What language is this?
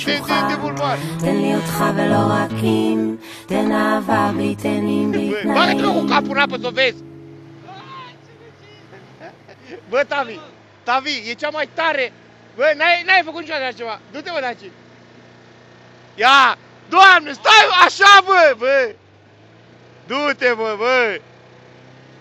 Romanian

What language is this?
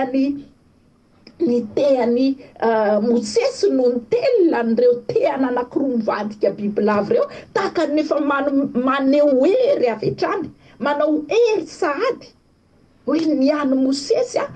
Malagasy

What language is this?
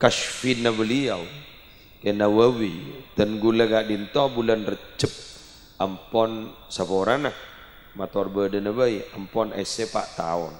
Madurese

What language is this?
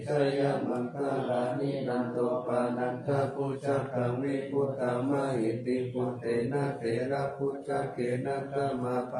Pali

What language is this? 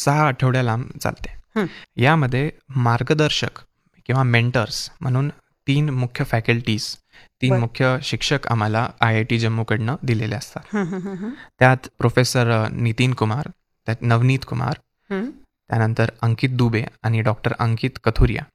Marathi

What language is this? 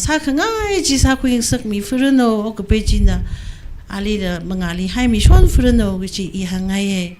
Tangkhul Naga (India)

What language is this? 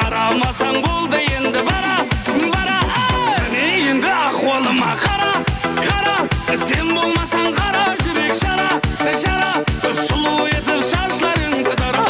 Kara-Kalpak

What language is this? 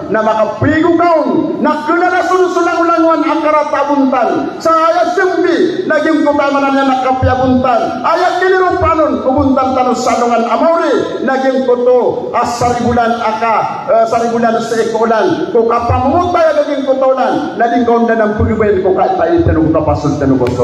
Maranao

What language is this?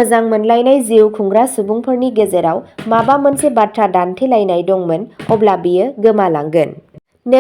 Bodo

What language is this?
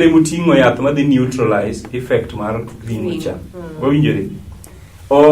Luo (Kenya and Tanzania)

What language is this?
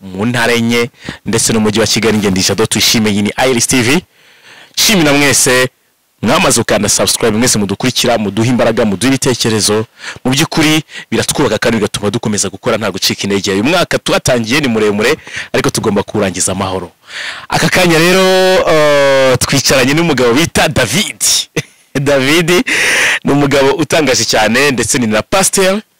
Kinyarwanda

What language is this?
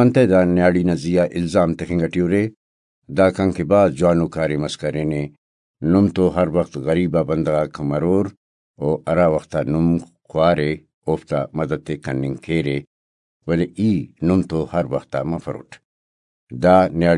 Brahui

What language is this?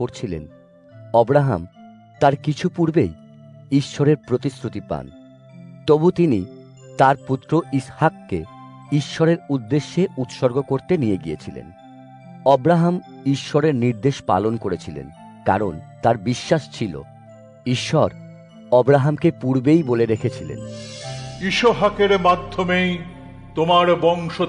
Bangla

